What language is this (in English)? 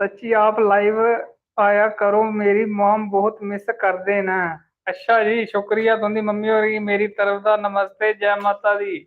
Dogri